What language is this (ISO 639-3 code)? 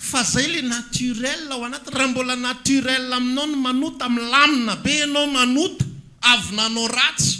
mlg